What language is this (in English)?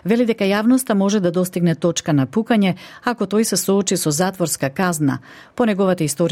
Macedonian